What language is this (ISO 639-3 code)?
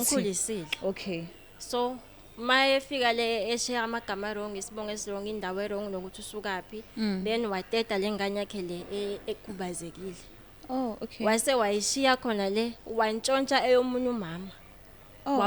zul